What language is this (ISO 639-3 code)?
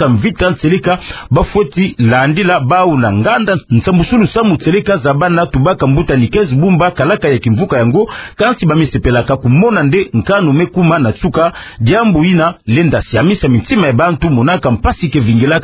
ktu